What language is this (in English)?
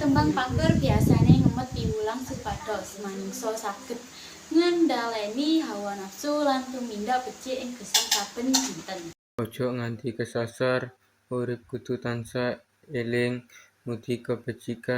Javanese